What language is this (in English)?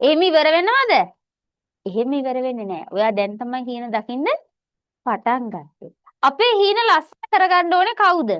Sinhala